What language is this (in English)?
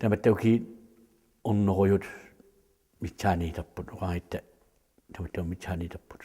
Kalaallisut